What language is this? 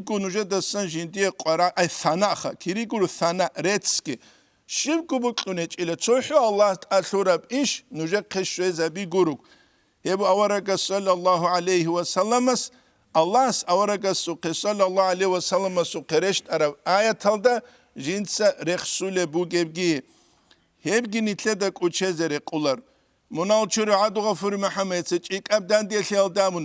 Avaric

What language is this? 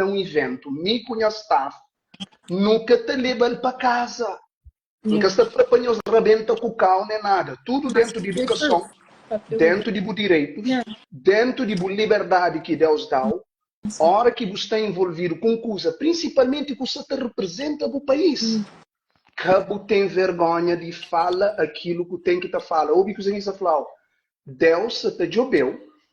Kabuverdianu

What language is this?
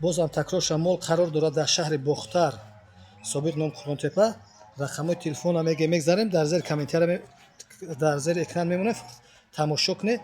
Tajik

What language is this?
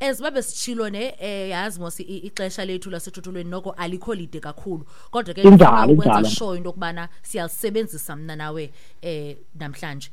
Xhosa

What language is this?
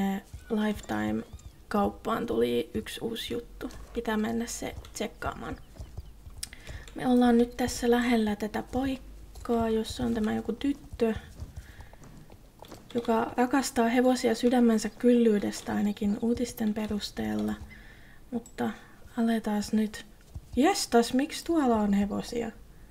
Finnish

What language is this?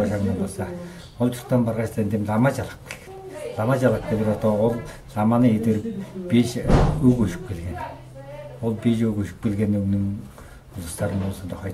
Tuvinian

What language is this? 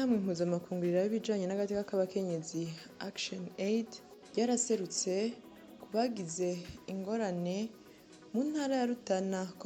Rundi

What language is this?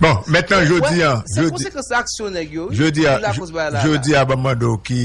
Haitian Creole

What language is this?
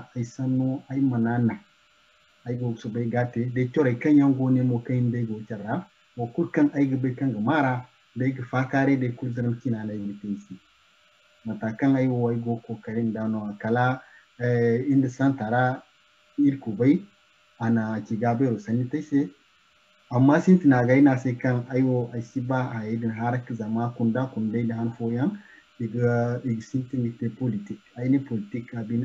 Zarma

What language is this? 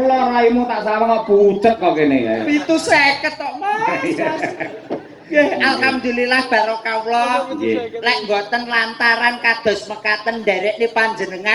Javanese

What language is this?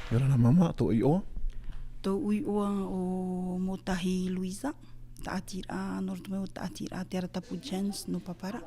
Tahitian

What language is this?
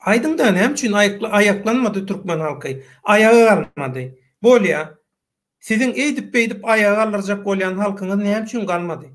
Turkmen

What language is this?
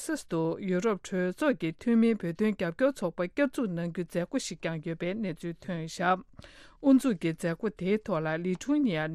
Tibetan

